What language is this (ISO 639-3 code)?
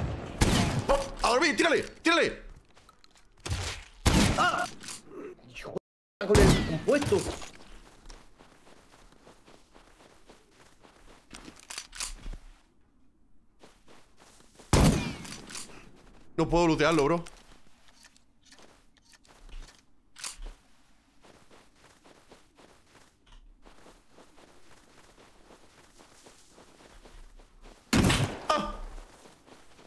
spa